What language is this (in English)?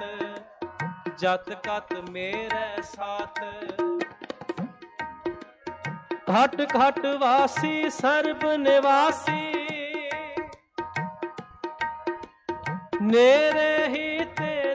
Punjabi